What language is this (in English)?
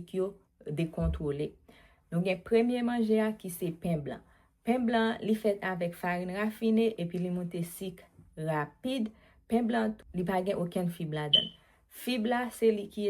Haitian Creole